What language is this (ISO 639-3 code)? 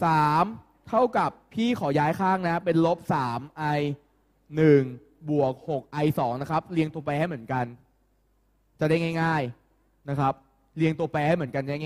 tha